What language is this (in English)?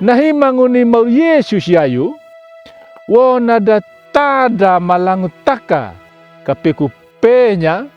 Anakalangu